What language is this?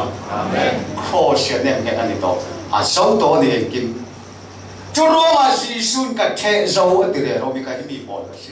Falam Chin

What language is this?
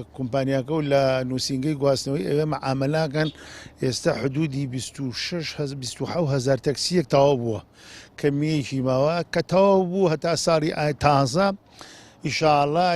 Central Kurdish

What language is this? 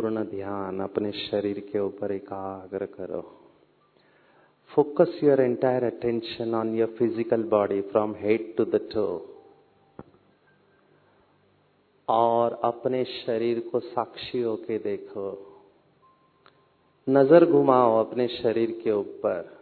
Hindi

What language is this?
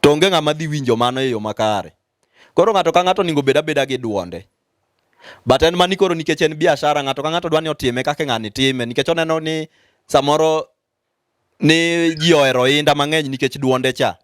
Luo (Kenya and Tanzania)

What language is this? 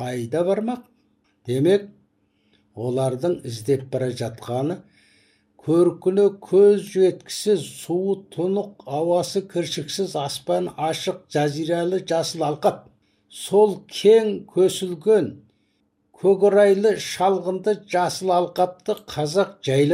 Kazakh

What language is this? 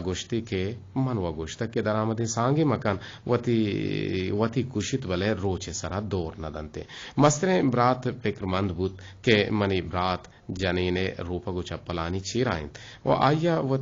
Eastern Balochi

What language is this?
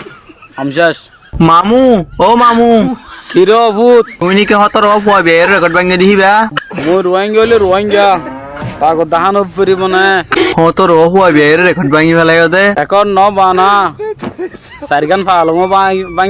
Rohingya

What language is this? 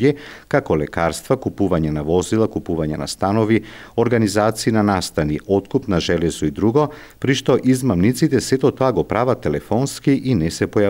Macedonian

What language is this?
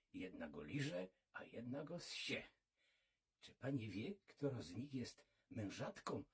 Silesian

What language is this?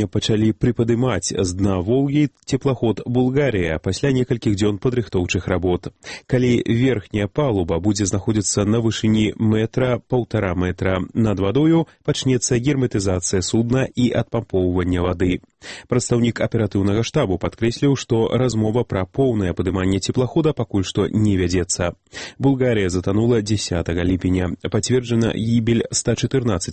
Belarusian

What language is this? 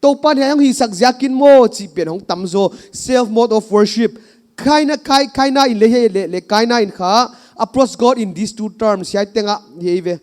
Paite Chin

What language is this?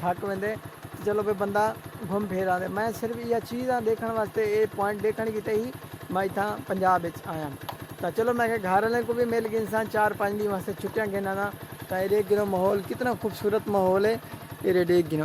Saraiki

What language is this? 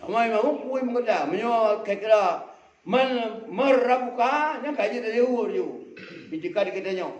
Achinese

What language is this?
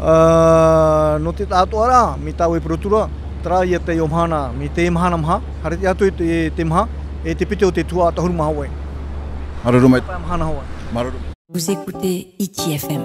Tahitian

